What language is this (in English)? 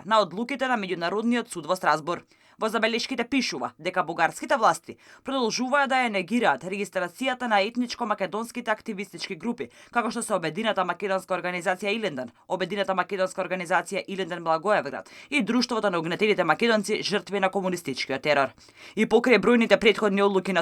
Macedonian